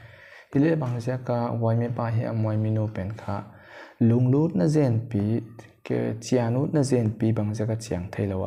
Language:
Paite Chin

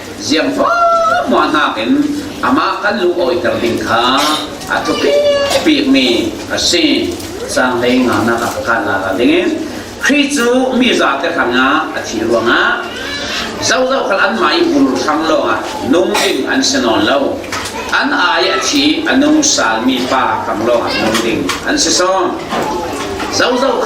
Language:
Falam Chin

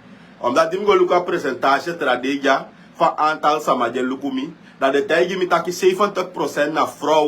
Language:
Sranan Tongo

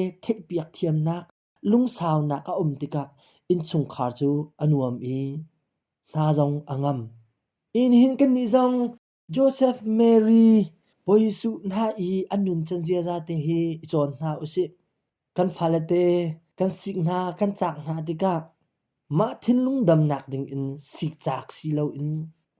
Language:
Hakha Chin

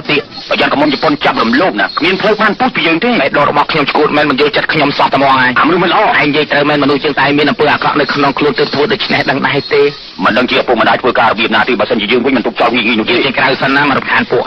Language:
Khmer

